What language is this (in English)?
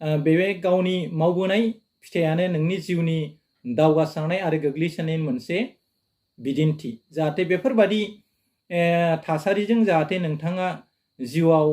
Bodo